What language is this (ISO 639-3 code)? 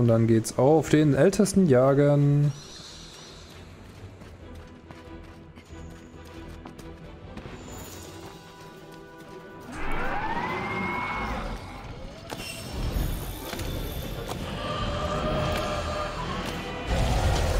deu